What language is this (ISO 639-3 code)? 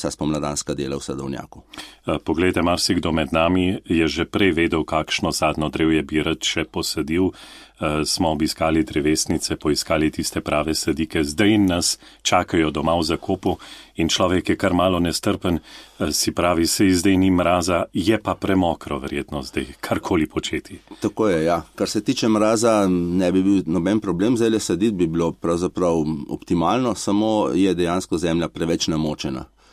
slv